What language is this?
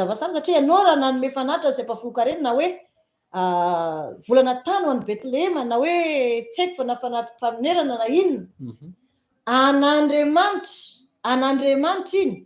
Malagasy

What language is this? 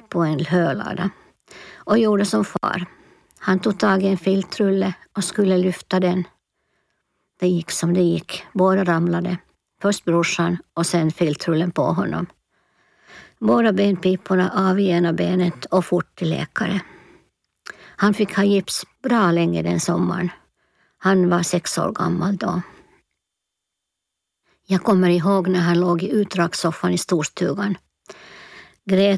Swedish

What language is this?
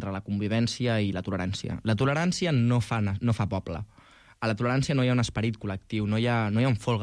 Catalan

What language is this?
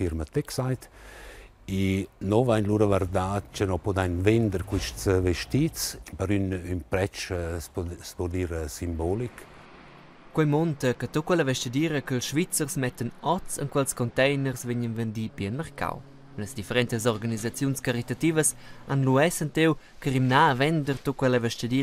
Romansh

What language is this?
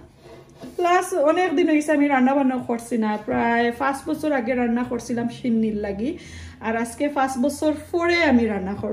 Sylheti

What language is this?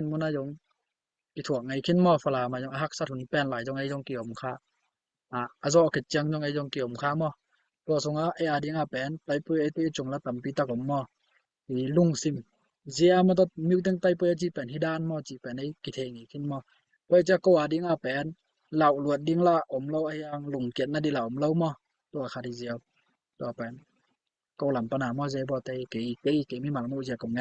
Tedim Chin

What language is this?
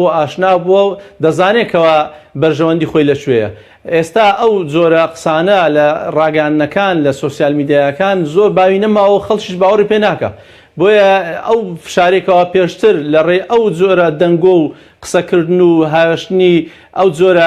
Central Kurdish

